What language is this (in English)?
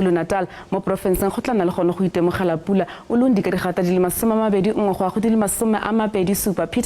Tswana